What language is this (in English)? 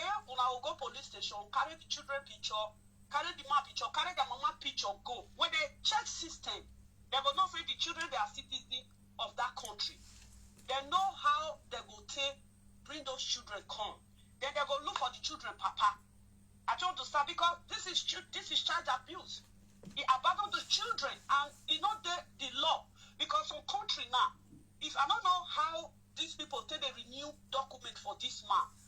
Nigerian Pidgin